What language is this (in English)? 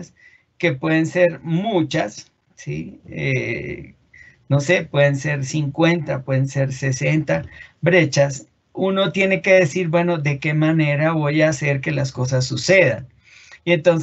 Spanish